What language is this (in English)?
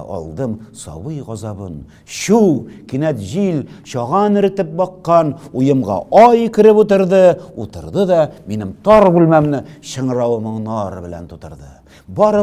Tatar